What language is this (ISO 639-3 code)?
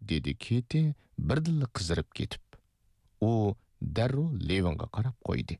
uig